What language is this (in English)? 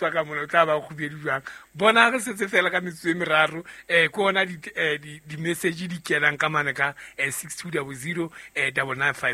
Southern Sotho